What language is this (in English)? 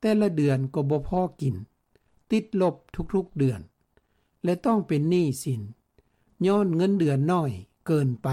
Lao